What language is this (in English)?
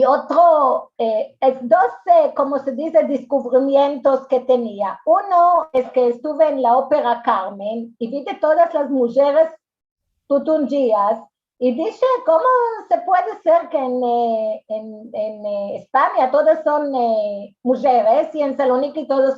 Ladino